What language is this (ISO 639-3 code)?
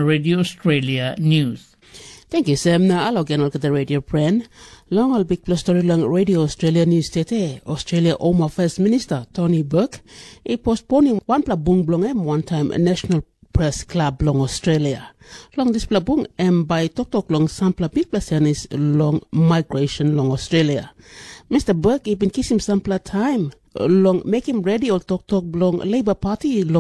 tpi